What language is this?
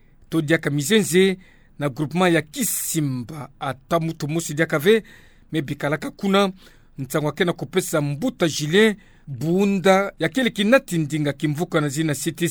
Kituba (Democratic Republic of Congo)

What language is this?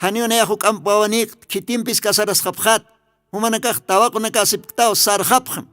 Aymara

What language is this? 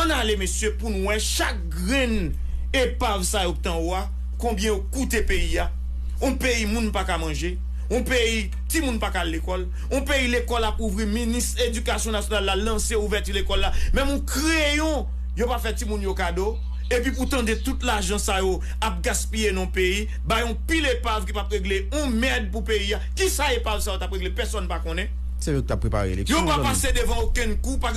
Haitian Creole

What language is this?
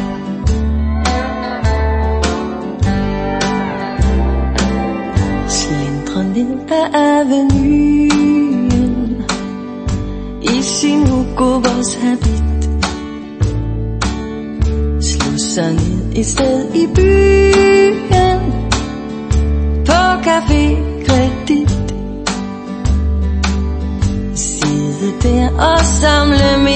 Danish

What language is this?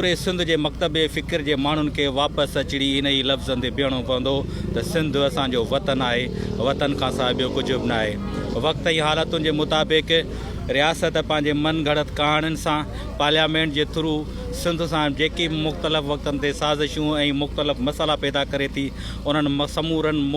Sindhi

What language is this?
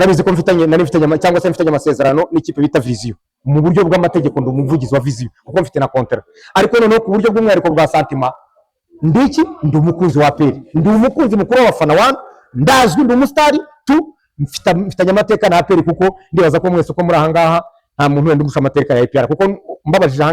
Kinyarwanda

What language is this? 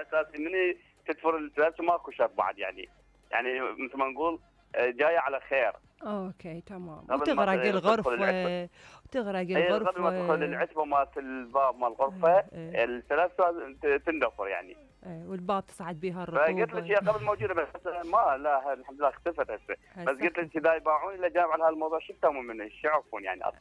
Mesopotamian Arabic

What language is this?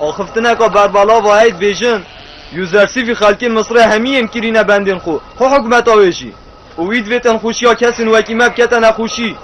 Kurdish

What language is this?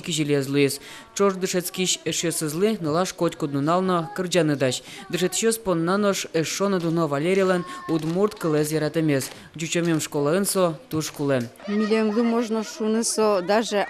Udmurt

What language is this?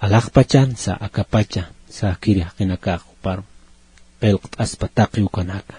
Aymara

